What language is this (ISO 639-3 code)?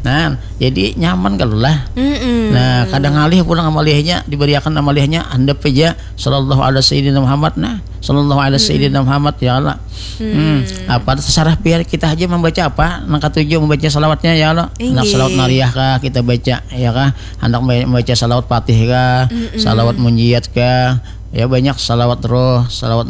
bjn